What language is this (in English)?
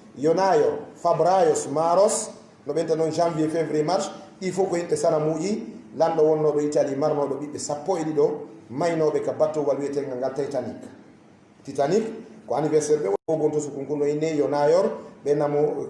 Fula